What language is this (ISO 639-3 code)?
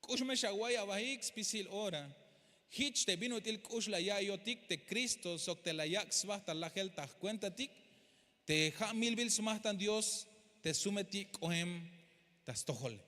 tzh